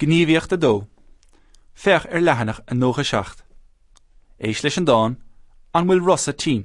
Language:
Irish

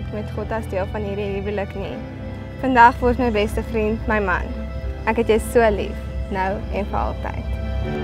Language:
Afrikaans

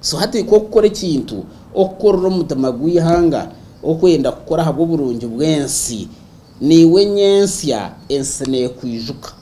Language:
Nyankole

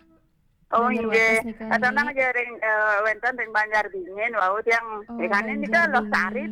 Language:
Balinese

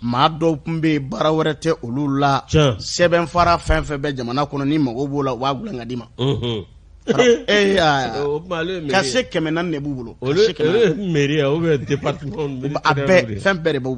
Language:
Bambara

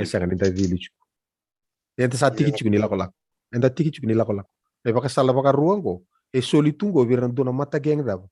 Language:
Fijian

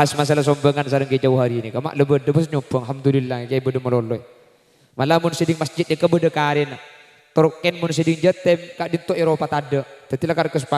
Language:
Madurese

